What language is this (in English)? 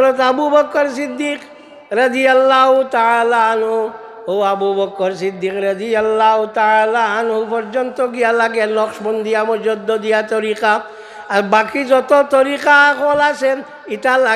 Sylheti